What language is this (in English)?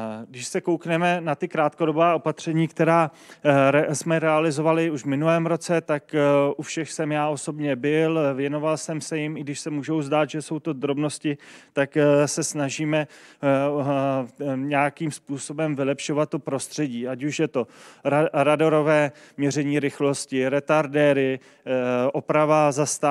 Czech